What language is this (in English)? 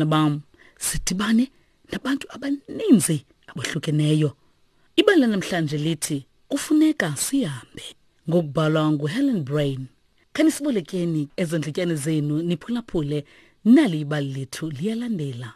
Xhosa